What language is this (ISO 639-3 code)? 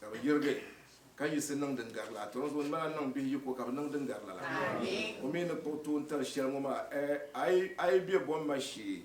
dag